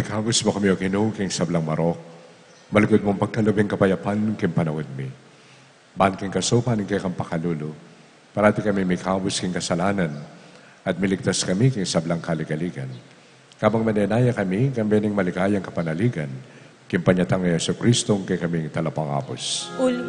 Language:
Pampanga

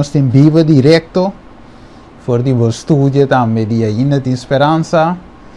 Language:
Papiamento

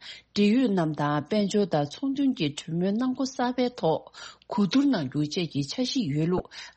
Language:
Tibetan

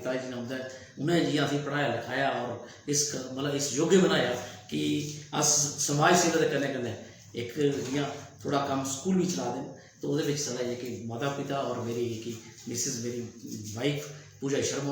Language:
Dogri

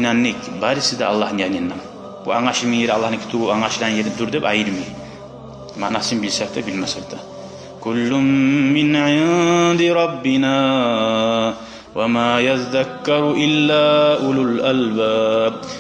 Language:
Kumyk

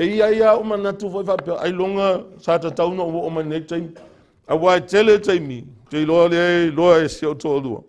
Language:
Samoan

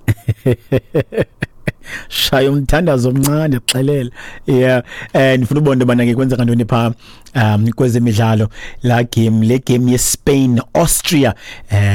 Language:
Xhosa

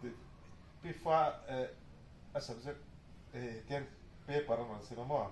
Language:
Mizo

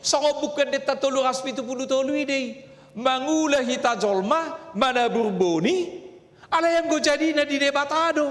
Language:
Batak Toba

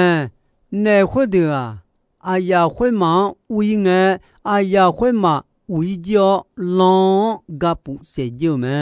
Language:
Akha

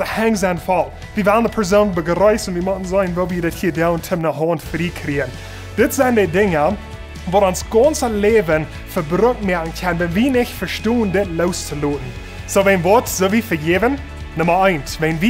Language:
Plautdietsch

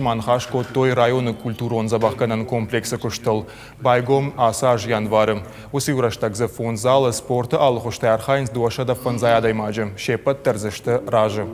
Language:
Ossetic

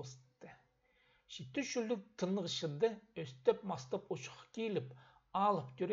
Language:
Khakas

